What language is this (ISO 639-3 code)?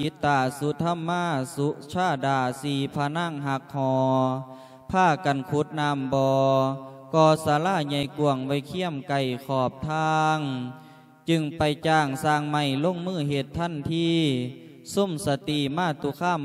lao